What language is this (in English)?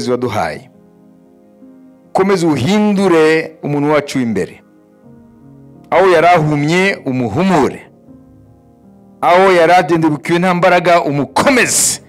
Kinyarwanda